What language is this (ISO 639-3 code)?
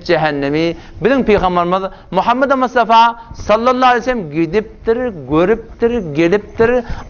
tuk